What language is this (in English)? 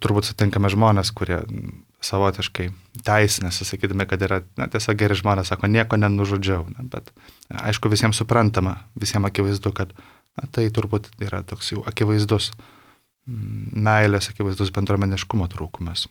Lithuanian